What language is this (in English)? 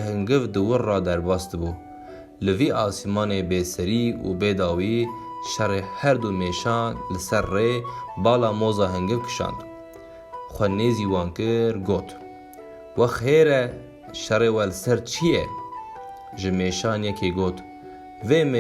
Kurdish